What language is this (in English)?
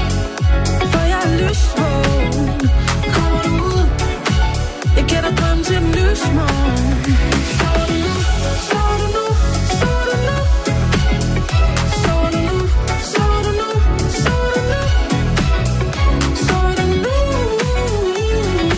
Danish